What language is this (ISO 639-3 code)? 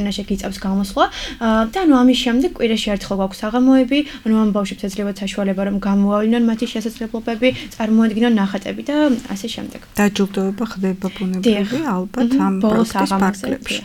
kat